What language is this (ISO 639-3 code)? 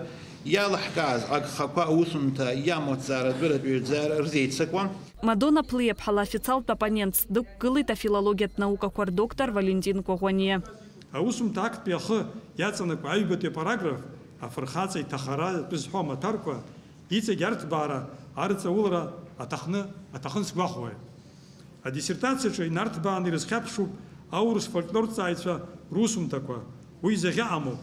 abk